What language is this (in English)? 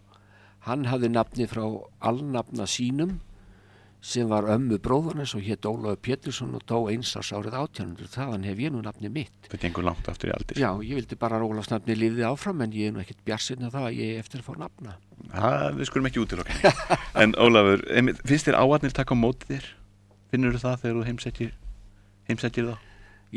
Icelandic